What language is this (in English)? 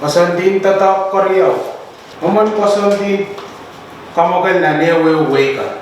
Pohnpeian